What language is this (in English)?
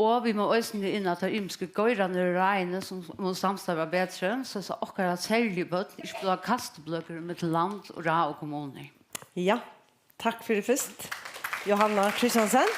Faroese